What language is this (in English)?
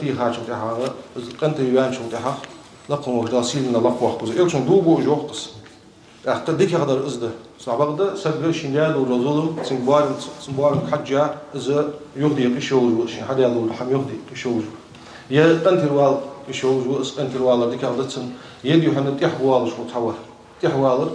Ingush